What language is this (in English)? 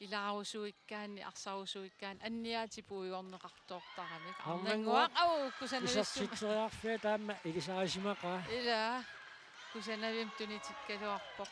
Kalaallisut